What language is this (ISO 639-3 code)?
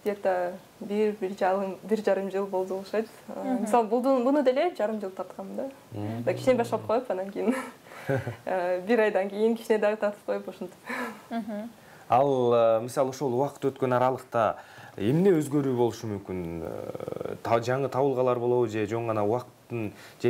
kir